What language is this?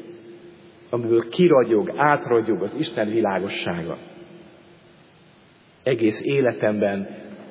Hungarian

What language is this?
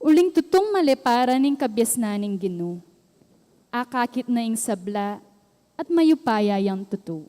Pampanga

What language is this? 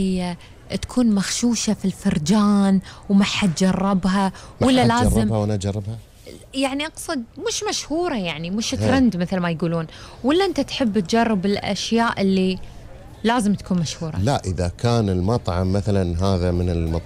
Gulf Arabic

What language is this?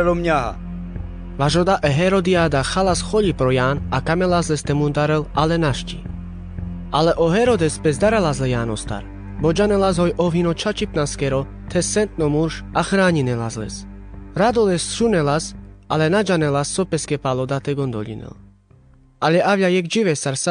Carpathian Romani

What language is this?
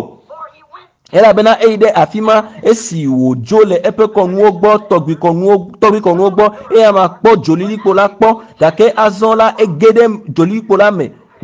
Ewe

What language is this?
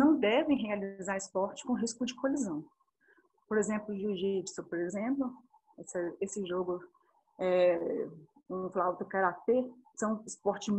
Portuguese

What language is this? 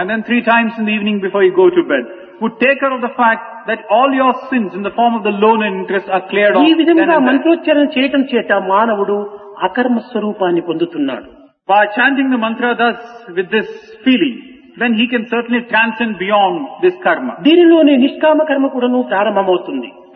Telugu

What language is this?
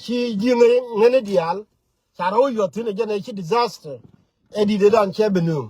Nuer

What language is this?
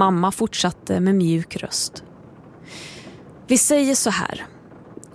Swedish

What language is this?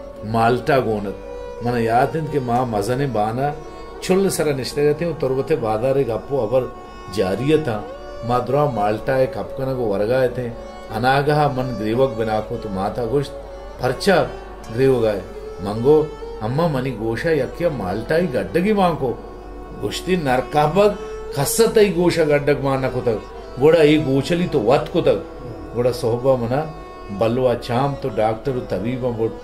Baluchi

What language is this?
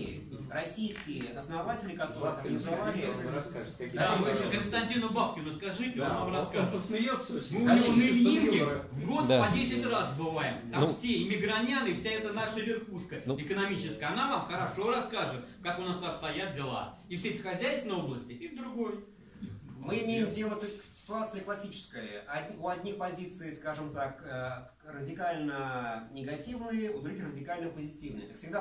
Russian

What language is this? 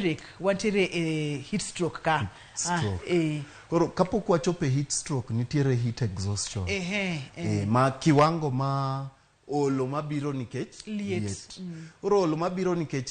Luo (Kenya and Tanzania)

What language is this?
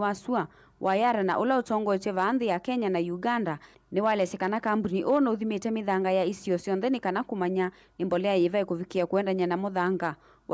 Kamba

